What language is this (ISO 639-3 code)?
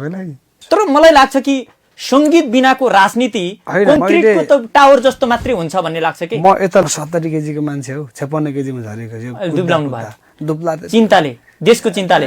nep